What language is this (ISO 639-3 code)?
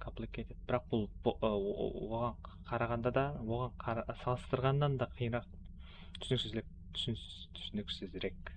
kaa